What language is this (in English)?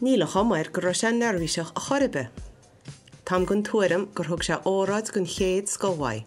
Irish